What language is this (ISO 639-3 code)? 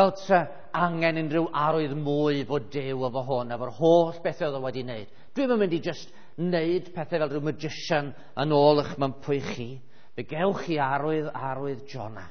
cym